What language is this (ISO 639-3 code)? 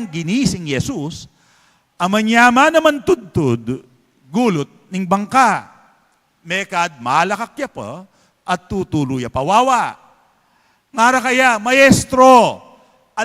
pam